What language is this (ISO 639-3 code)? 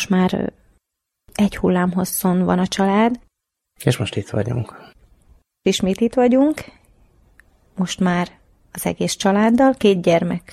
hun